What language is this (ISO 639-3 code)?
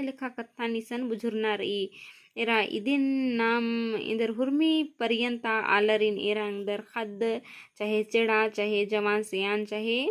kru